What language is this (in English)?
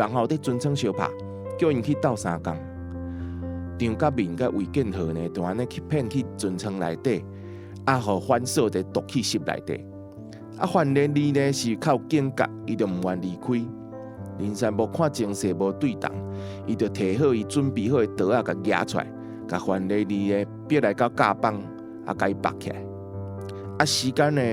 Min Nan Chinese